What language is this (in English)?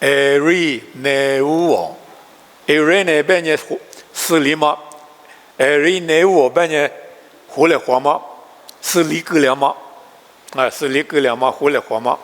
Lisu